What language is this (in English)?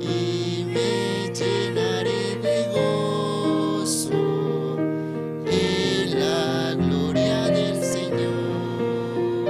Aymara